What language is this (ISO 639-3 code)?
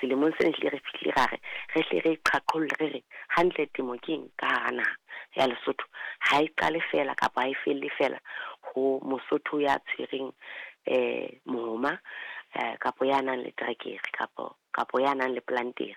sot